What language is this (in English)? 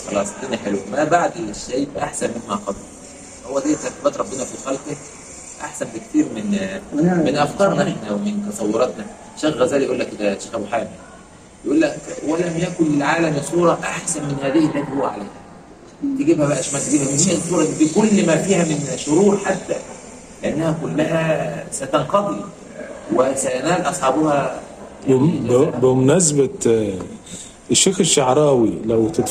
Egyptian Arabic